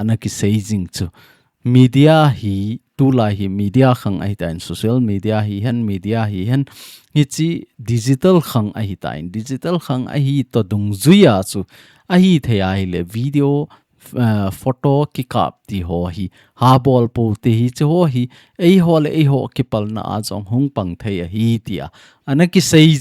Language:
Thado Chin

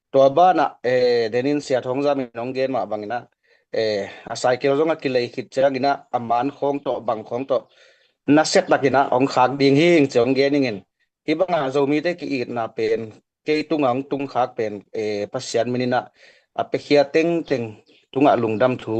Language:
Tedim Chin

